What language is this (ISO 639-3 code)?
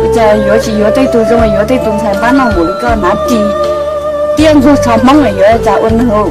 hmn